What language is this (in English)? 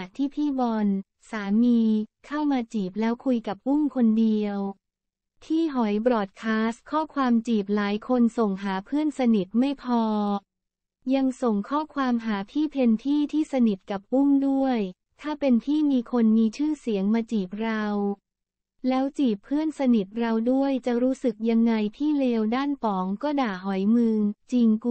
Thai